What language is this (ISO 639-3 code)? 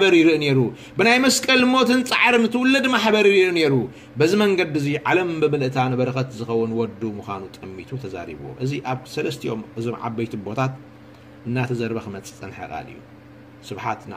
tir